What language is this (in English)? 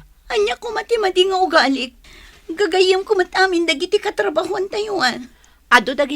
Iloko